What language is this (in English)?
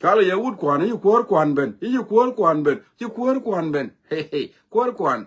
Nuer